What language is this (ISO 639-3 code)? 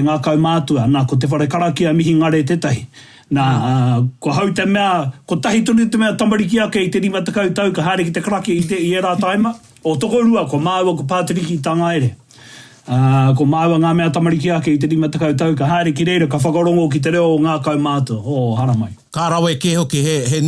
mri